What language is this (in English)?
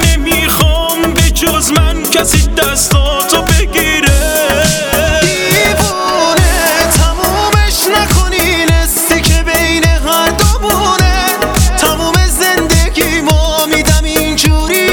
Persian